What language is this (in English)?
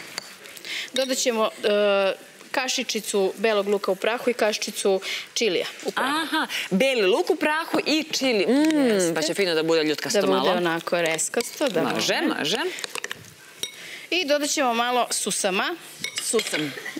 Serbian